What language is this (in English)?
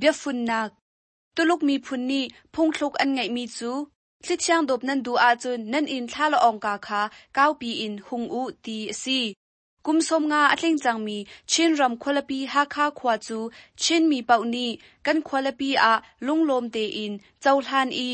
Hakha Chin